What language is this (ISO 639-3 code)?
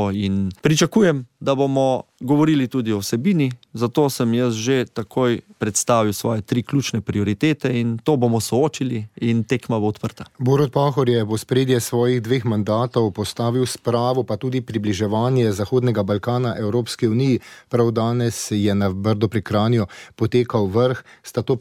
slv